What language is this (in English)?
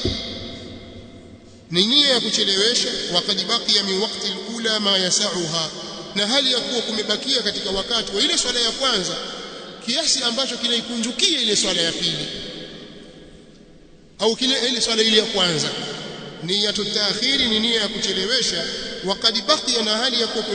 Swahili